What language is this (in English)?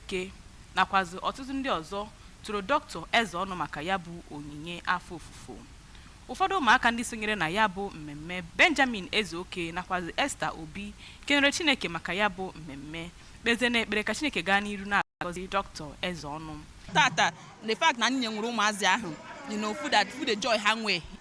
Igbo